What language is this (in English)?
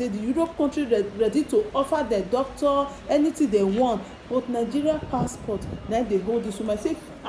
Nigerian Pidgin